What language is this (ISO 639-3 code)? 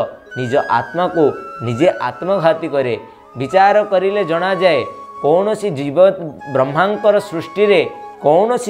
ori